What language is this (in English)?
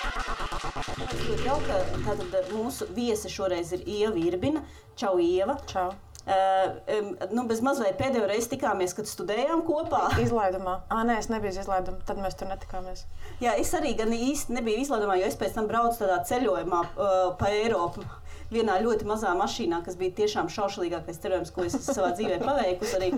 Latvian